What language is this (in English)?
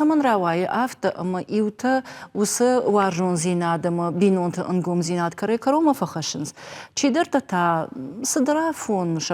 Ossetic